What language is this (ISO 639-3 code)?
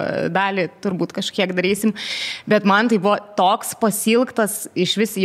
lit